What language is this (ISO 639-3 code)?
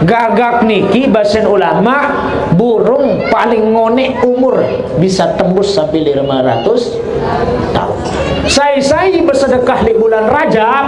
sas